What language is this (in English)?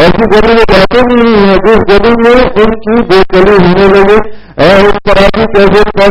Urdu